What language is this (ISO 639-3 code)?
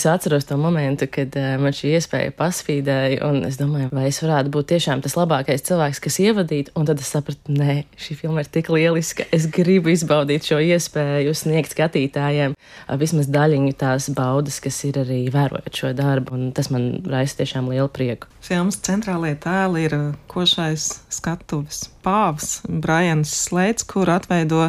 lav